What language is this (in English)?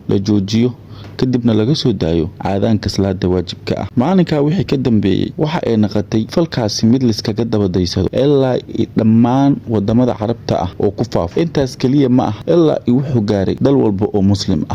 Somali